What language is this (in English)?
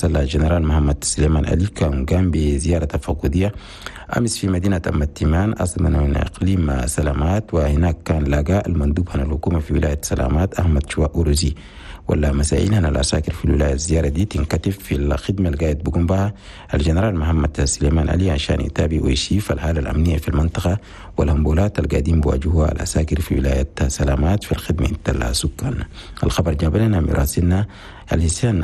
Chadian Arabic